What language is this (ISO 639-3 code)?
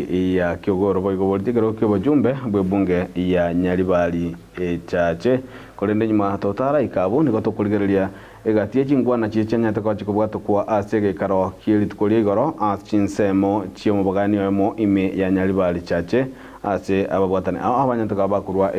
guz